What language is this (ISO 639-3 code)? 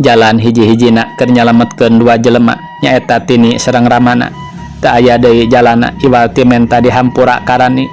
sun